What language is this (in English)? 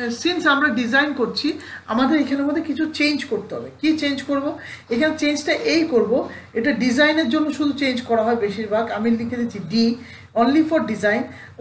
Bangla